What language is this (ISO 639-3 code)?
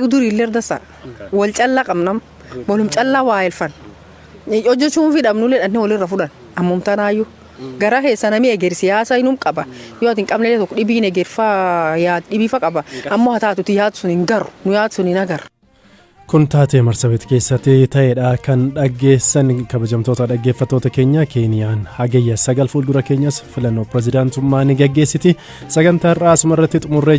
orm